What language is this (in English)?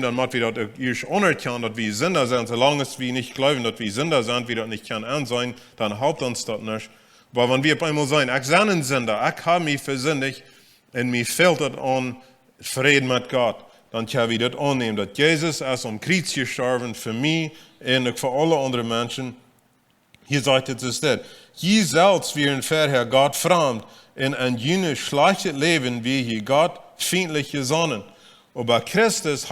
Plautdietsch